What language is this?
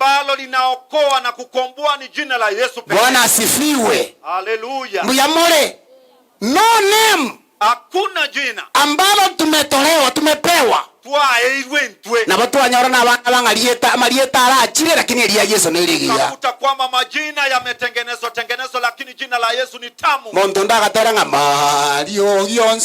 Gusii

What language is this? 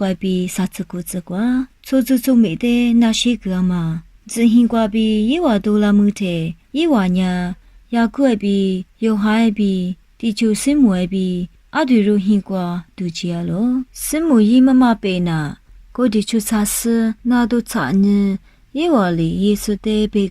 Lisu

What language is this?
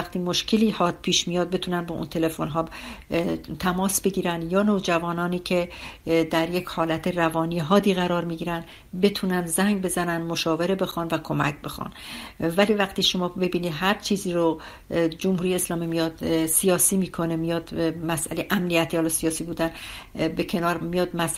Persian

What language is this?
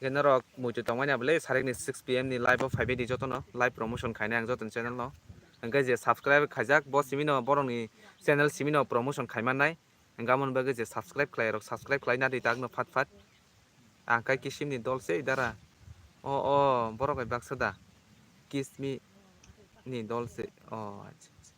Kok Borok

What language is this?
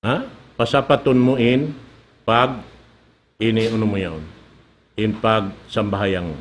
Tausug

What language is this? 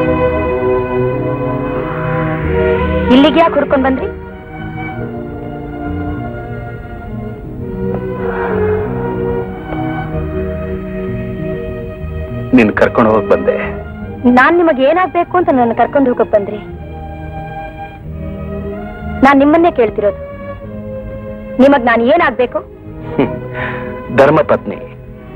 Kannada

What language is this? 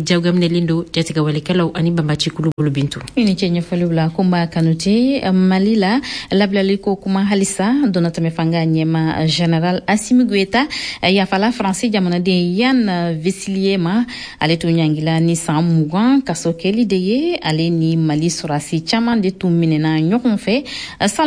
Bambara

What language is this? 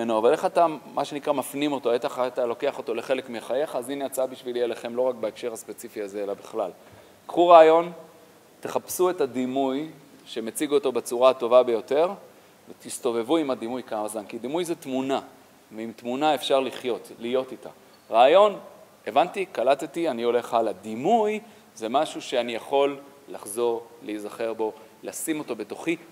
Hebrew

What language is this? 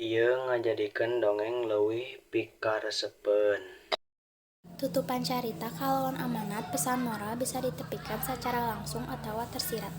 Sundanese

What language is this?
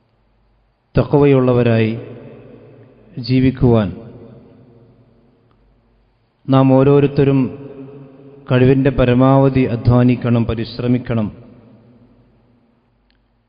Malayalam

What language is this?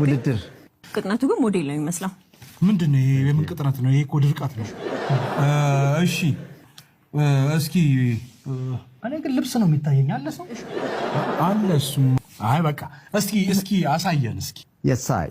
Amharic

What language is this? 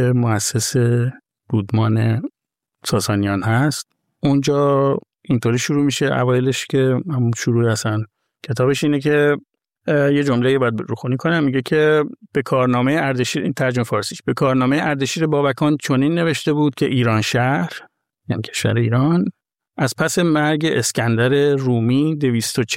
Persian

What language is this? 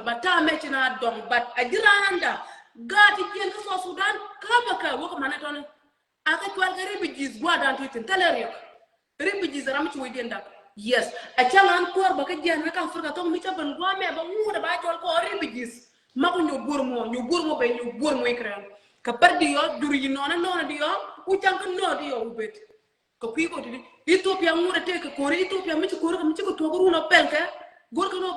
Nuer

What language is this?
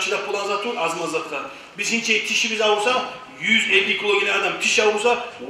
Kumyk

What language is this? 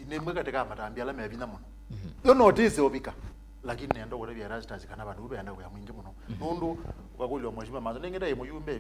Kamba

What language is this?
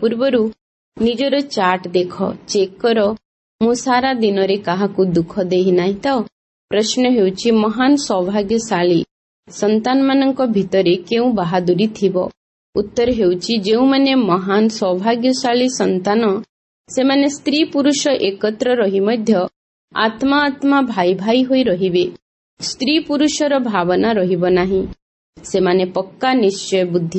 Odia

